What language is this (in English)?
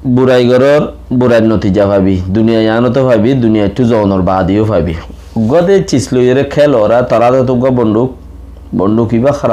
Rohingya